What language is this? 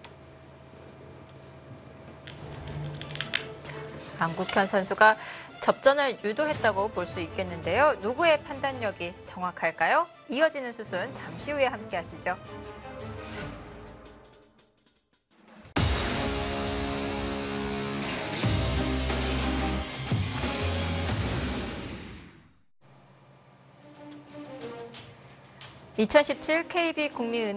Korean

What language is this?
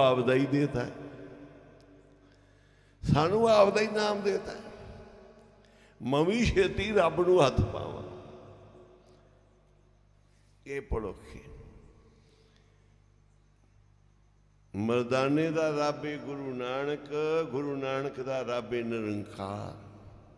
Punjabi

